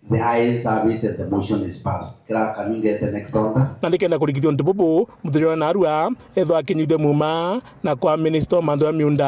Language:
Meru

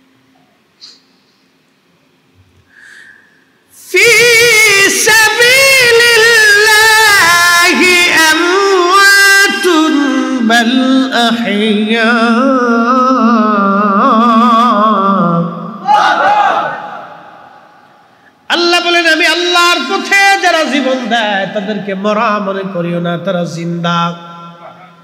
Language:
Bangla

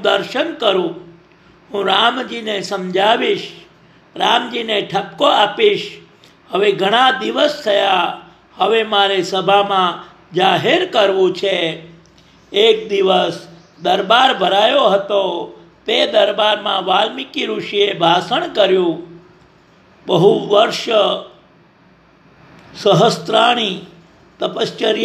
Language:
Gujarati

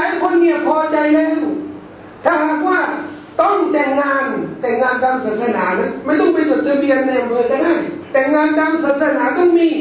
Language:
Thai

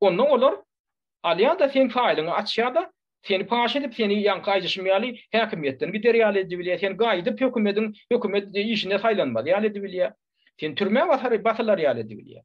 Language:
Turkmen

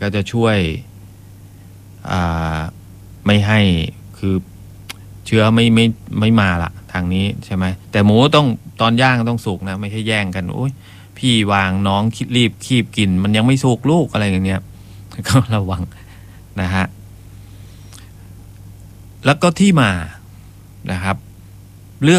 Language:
Thai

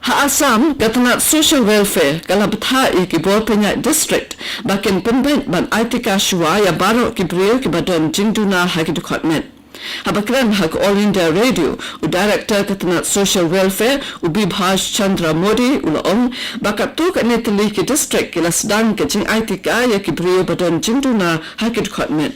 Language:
Khasi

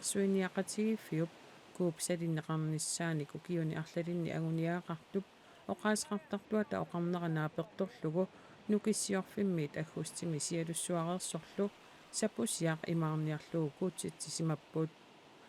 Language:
Kalaallisut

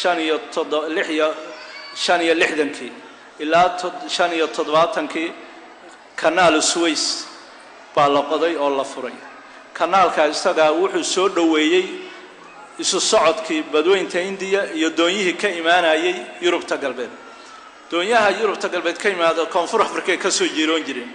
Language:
Somali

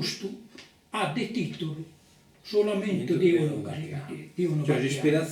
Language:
Sardinian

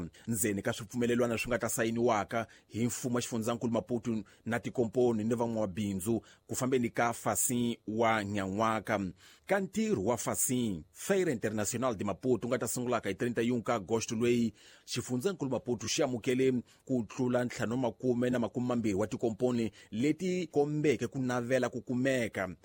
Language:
Tsonga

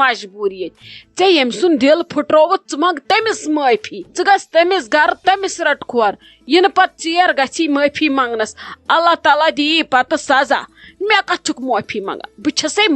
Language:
Kashmiri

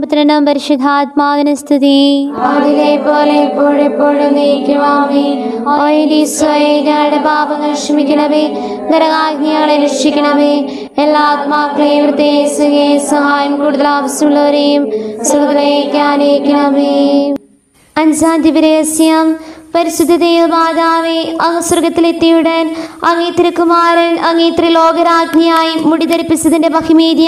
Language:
Malayalam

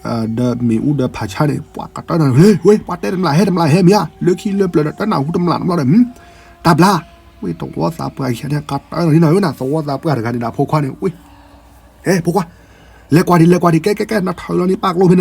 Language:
S'gaw Karen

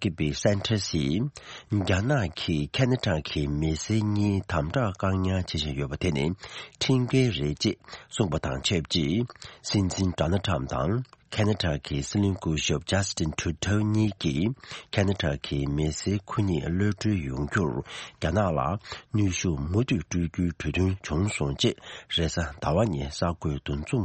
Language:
Tibetan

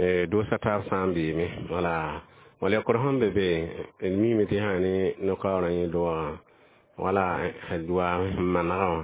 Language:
Mossi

